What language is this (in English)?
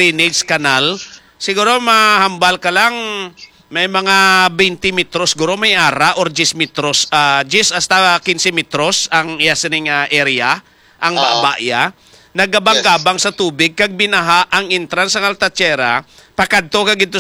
Hiligaynon